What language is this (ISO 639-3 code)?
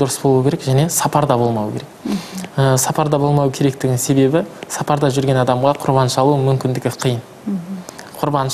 kaz